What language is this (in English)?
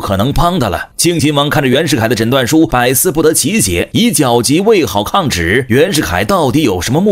Chinese